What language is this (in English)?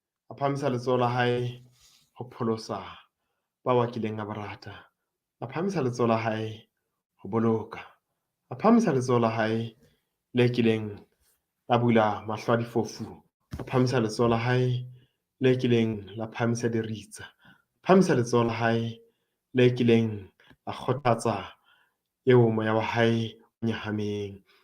Southern Sotho